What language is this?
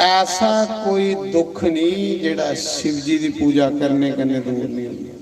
Dogri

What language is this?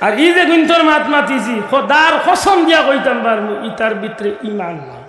Sylheti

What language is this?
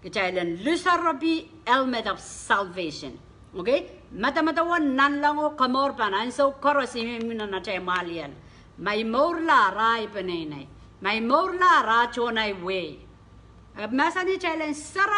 Pohnpeian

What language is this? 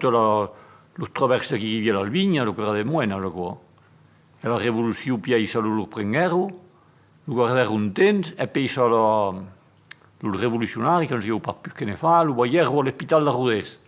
Occitan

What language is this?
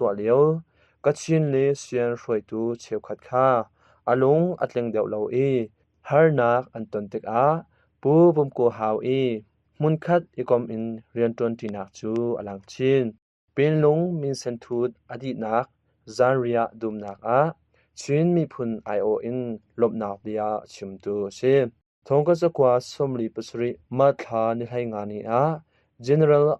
Hakha Chin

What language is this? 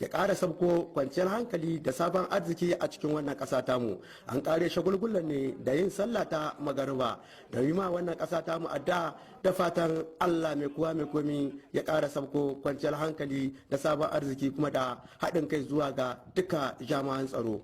Hausa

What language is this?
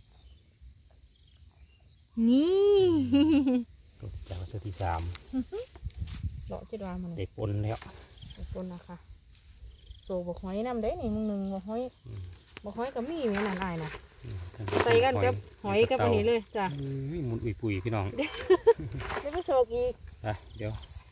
Thai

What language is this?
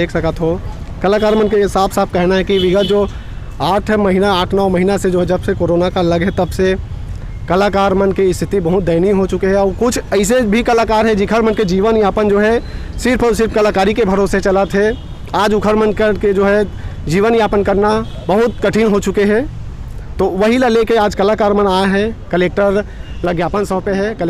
Chhattisgarhi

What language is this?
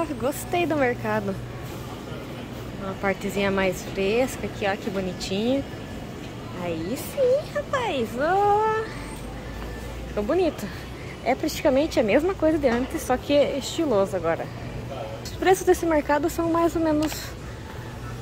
Portuguese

